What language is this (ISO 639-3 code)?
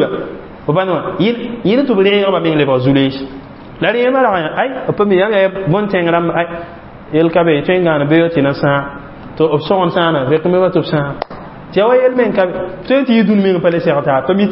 mos